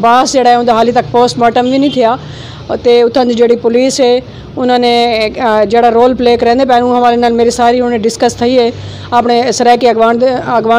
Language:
Saraiki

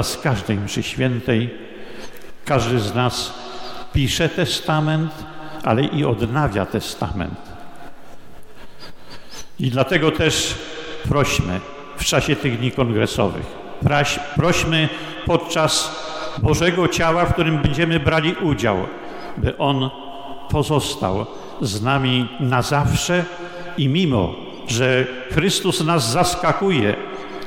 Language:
Polish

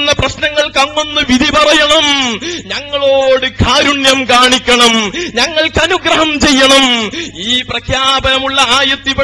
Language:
Malayalam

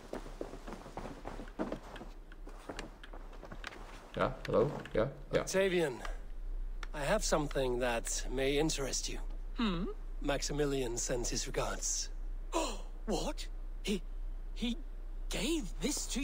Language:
Dutch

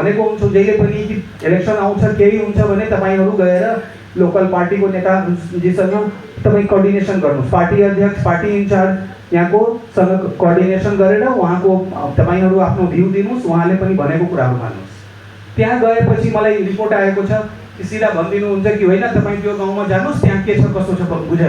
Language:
Nepali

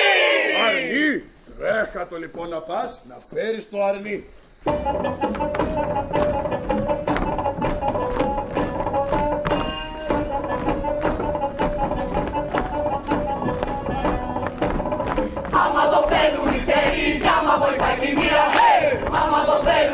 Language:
Greek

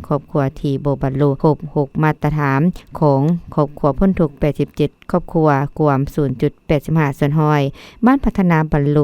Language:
Lao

